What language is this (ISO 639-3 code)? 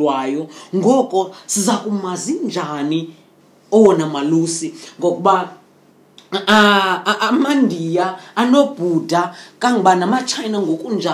xho